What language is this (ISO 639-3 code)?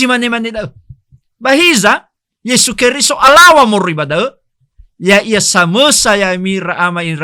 nia